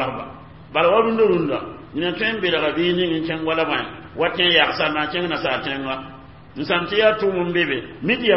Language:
Mossi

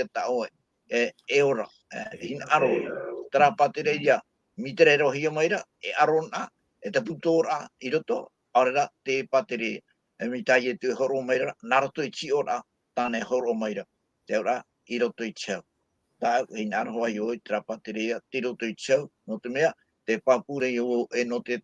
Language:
Tahitian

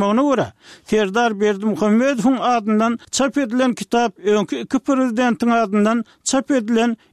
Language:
Turkmen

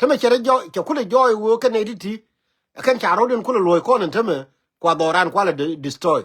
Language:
Nuer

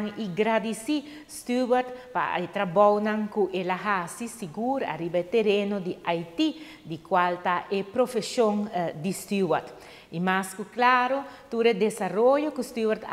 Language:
Papiamento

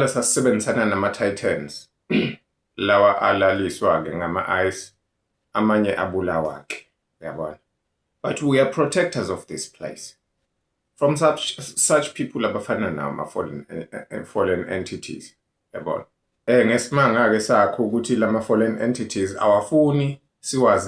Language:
Zulu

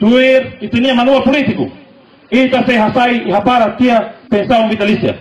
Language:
Tetum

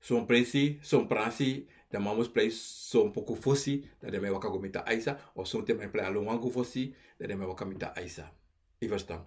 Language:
Sranan Tongo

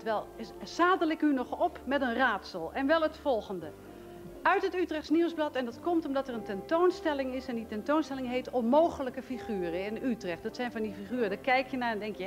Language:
Dutch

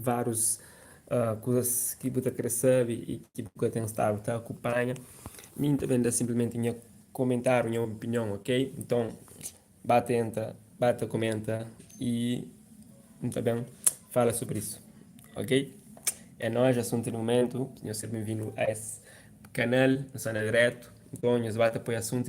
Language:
Kabuverdianu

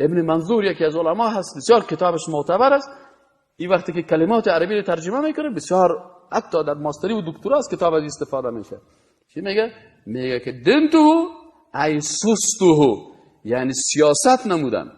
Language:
Persian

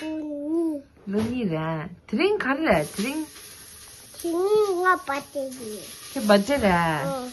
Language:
Tibetan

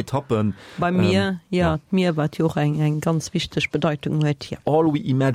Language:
Luxembourgish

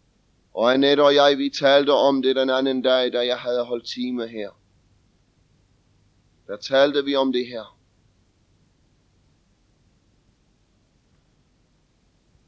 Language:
Danish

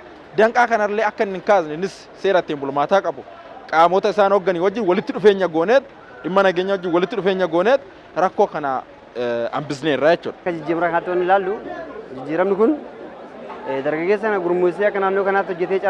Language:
Oromo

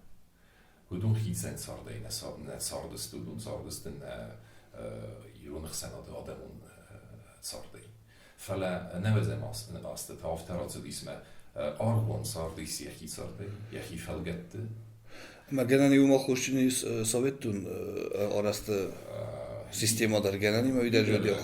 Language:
Ossetic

